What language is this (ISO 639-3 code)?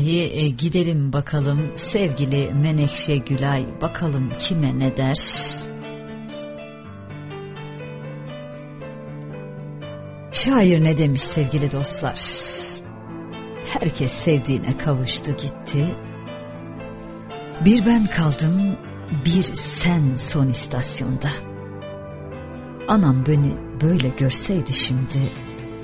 tur